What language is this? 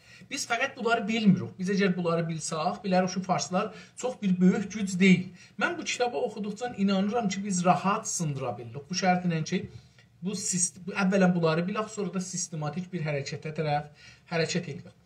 South Azerbaijani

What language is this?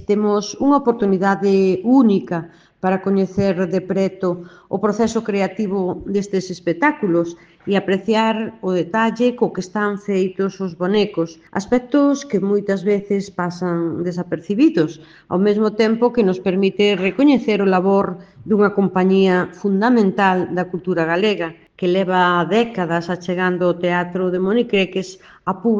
Galician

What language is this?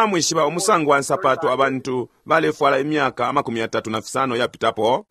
Bemba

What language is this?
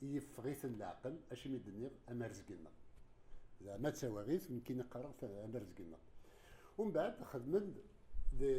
Kabyle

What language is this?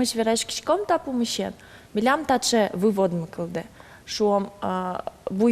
Udmurt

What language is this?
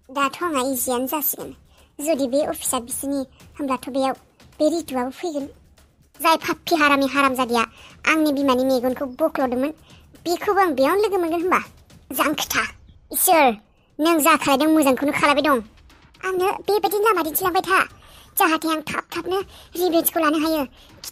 Bodo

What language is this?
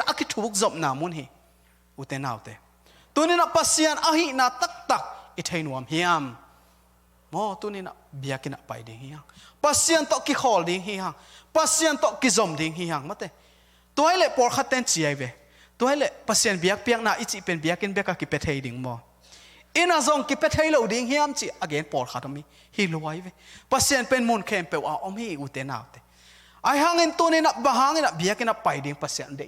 Tedim Chin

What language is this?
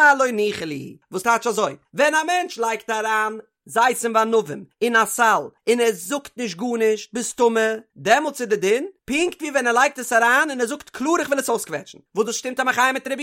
Yiddish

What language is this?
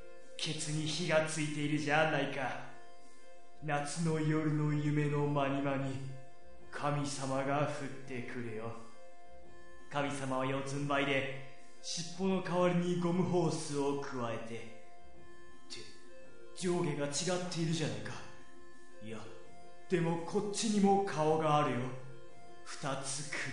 Japanese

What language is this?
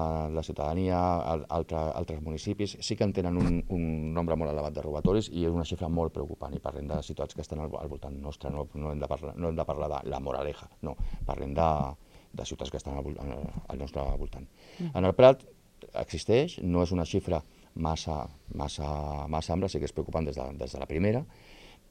Catalan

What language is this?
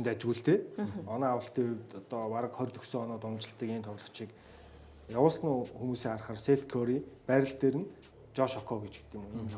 Mongolian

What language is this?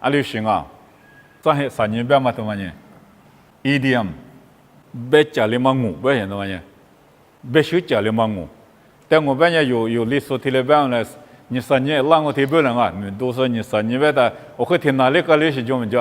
Lisu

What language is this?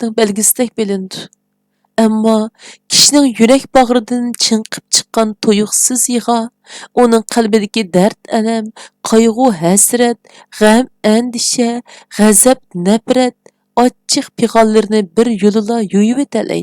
Uyghur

